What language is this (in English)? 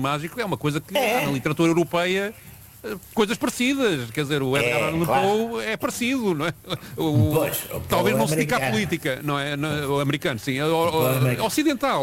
Portuguese